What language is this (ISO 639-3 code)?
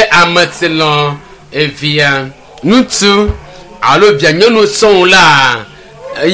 ewe